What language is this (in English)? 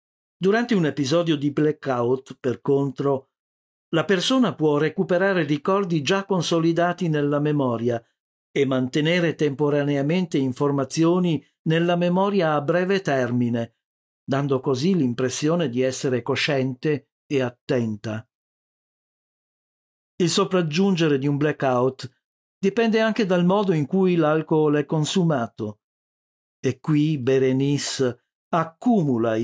Italian